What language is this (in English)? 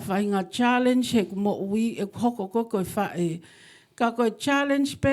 Tongan